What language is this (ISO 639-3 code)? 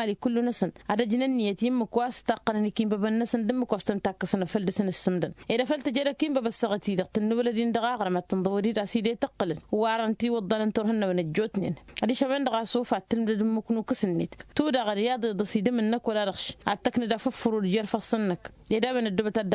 taq